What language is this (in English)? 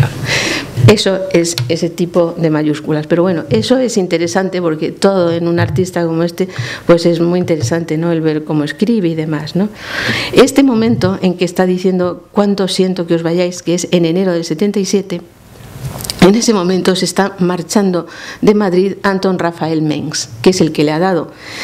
Spanish